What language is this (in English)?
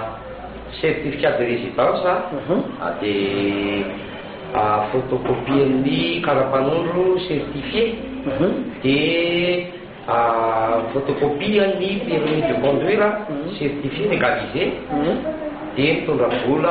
Malagasy